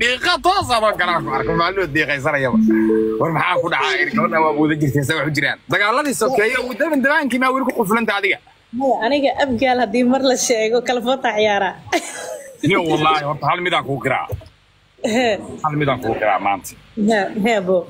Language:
Somali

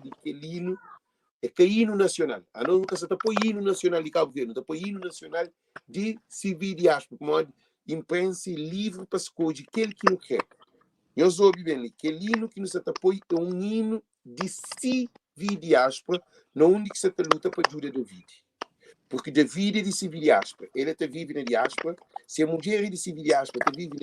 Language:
Kabuverdianu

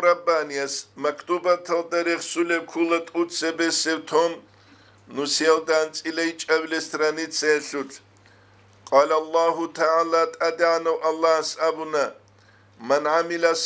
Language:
Avaric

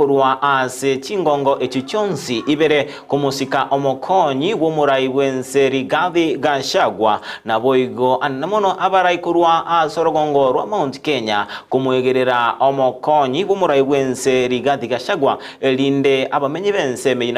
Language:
Gusii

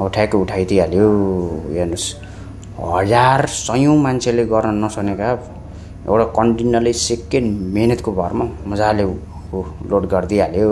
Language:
Nepali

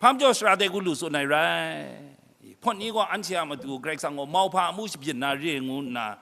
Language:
Kachin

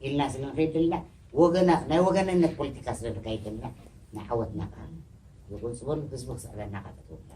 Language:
Tigrinya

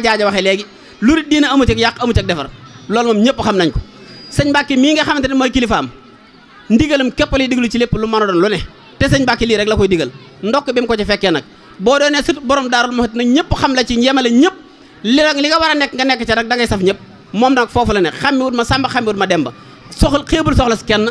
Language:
Wolof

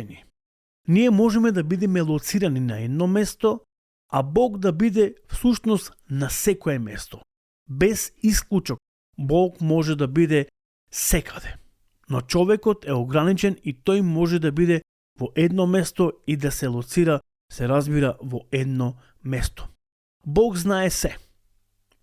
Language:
Macedonian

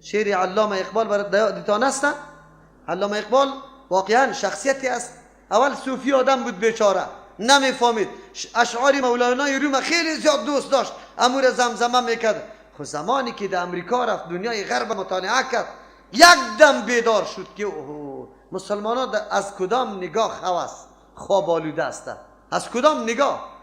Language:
Persian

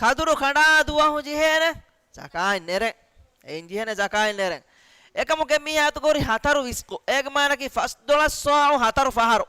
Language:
Divehi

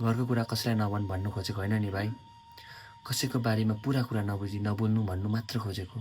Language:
Nepali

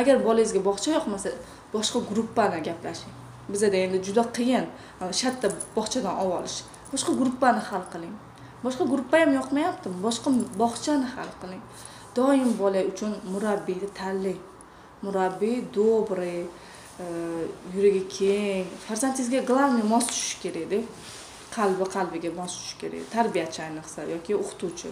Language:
Uzbek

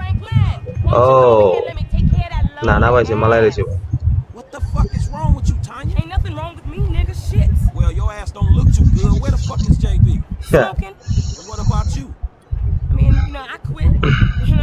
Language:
Kok Borok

